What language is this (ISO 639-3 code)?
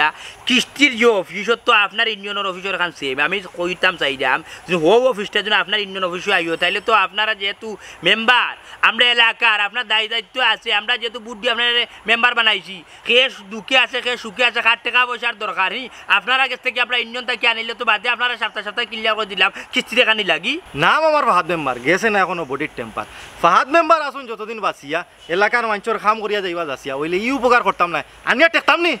syl